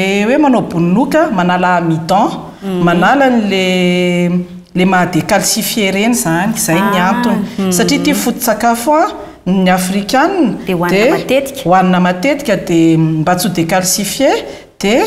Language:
Malagasy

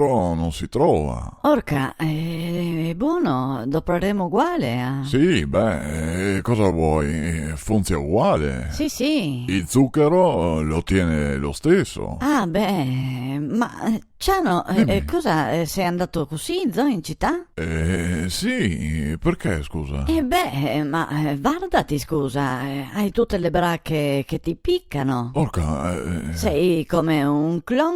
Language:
Venetian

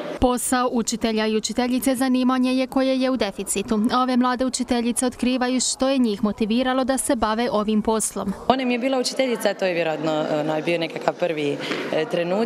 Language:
Croatian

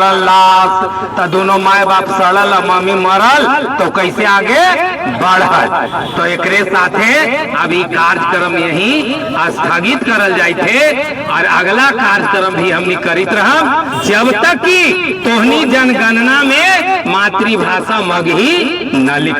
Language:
Magahi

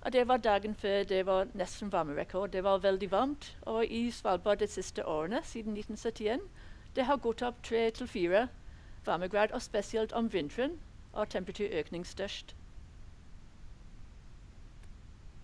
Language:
Norwegian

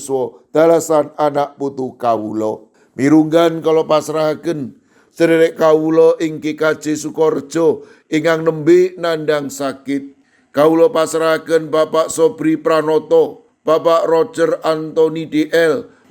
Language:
Javanese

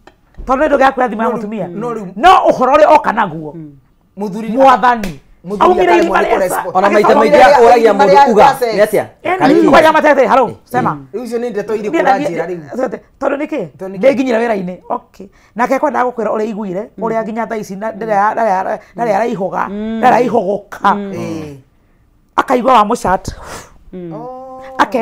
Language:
Kikuyu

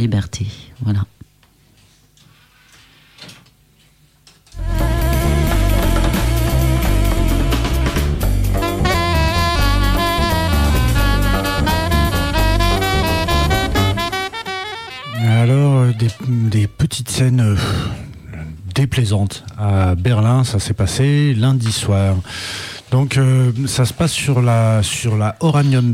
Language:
French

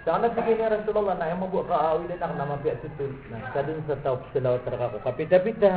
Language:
Maranao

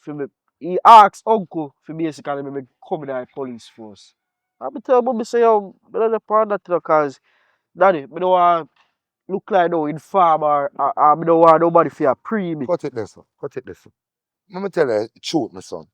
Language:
Jamaican Creole English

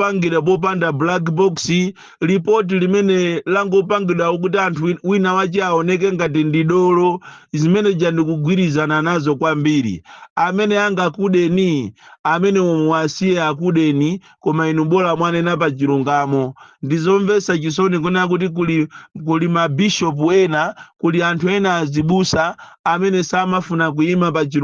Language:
Nyanja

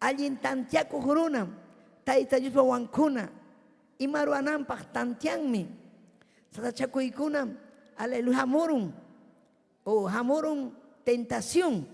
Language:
Ayacucho Quechua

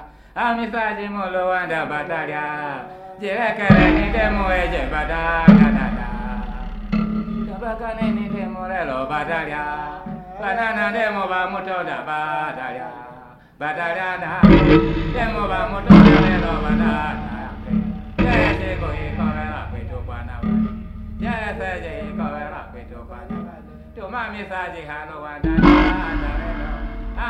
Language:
Swahili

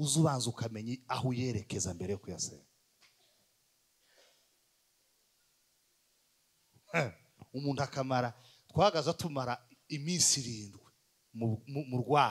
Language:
Kinyarwanda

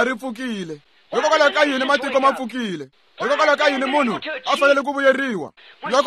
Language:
Tsonga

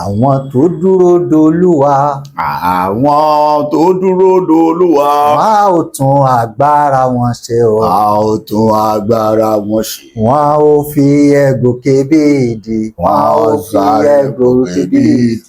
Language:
Yoruba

